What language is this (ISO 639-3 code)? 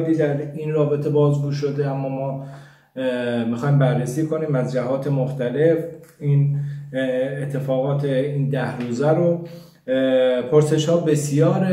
fas